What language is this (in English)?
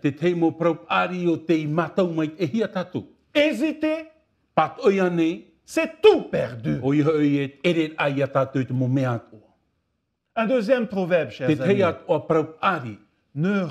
Tahitian